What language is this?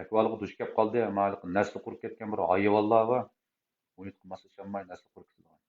Uyghur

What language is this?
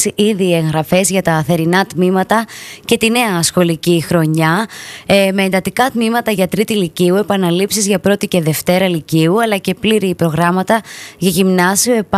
Greek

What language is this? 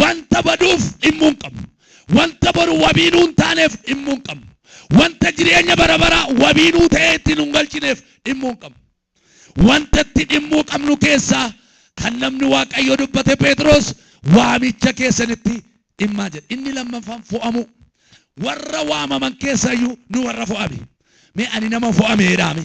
Oromo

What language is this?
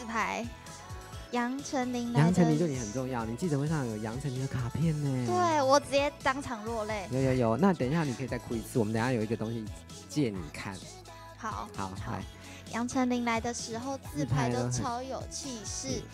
Chinese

